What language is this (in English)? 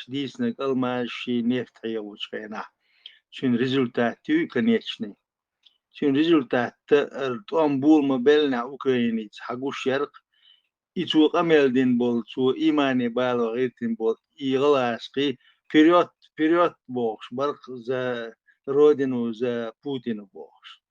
Chechen